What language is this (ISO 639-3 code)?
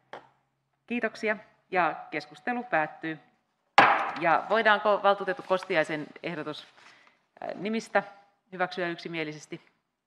fin